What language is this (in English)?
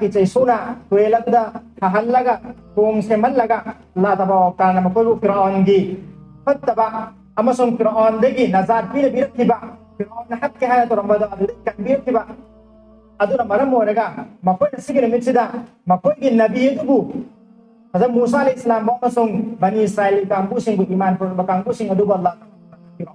Manipuri